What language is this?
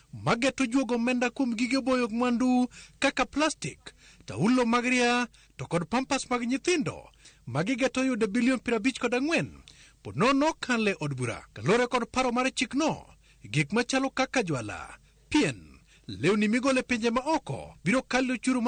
Luo (Kenya and Tanzania)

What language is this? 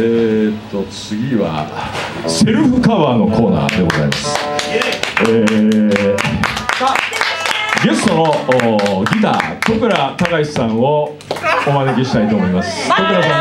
Japanese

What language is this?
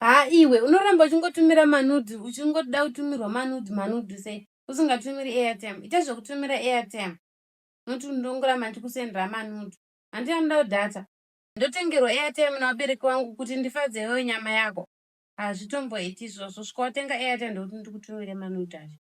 Shona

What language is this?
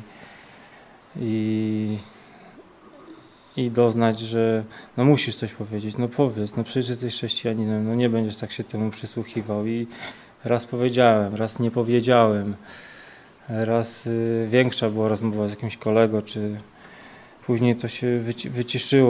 Polish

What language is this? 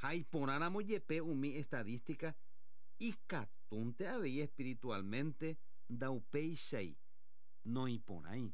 Guarani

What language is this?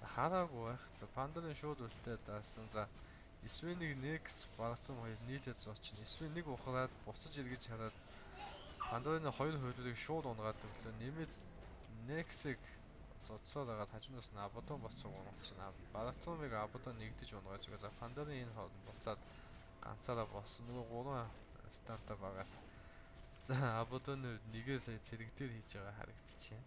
Mongolian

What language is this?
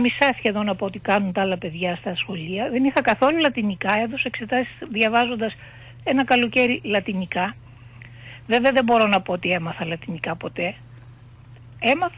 Greek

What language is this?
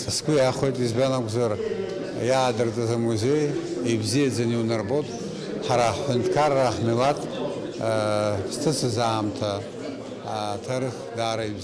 Abkhazian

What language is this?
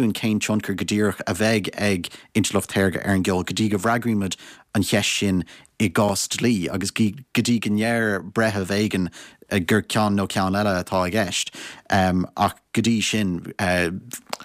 Irish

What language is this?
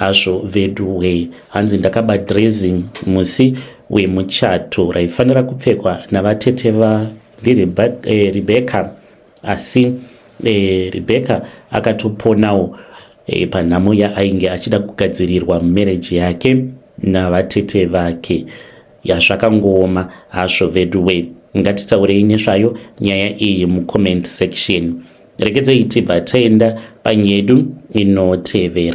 Shona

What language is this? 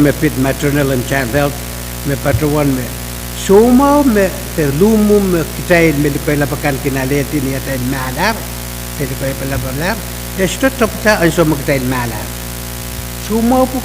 Pohnpeian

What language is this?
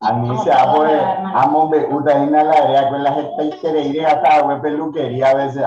Guarani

